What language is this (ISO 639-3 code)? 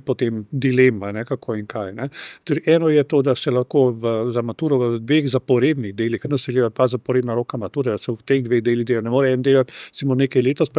slv